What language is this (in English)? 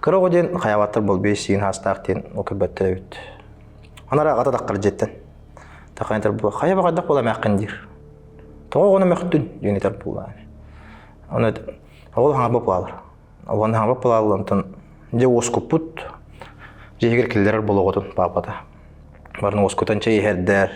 Yakut